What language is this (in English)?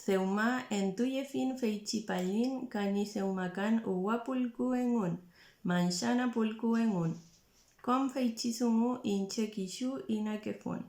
Mapuche